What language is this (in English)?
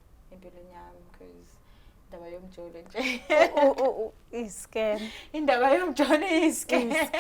Zulu